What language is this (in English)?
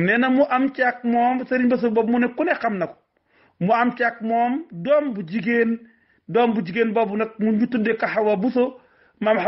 Wolof